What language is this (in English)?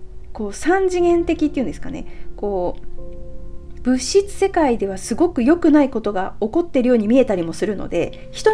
Japanese